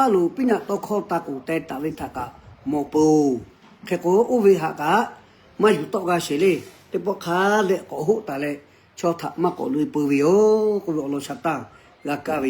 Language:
Lahu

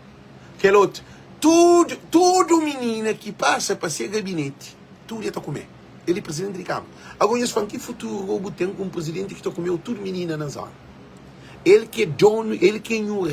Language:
Kabuverdianu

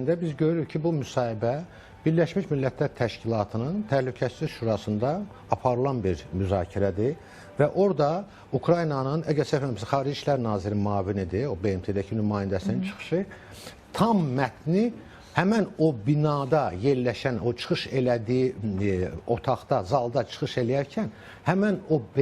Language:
Azerbaijani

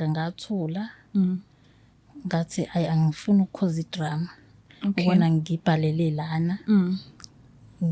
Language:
Zulu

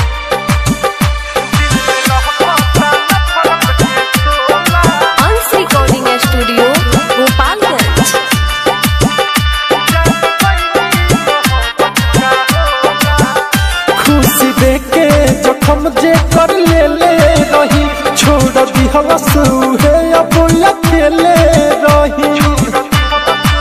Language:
Bhojpuri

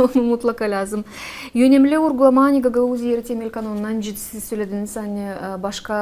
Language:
Gagauz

